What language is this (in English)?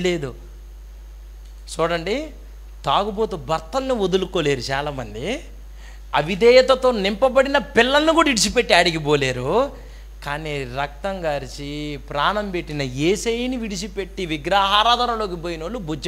Telugu